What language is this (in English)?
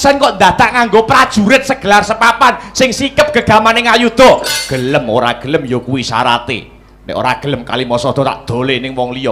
Javanese